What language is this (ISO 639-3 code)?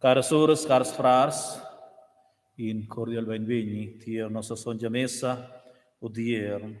roh